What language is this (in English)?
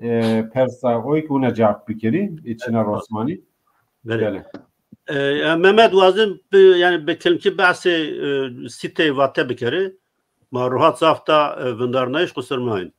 Zaza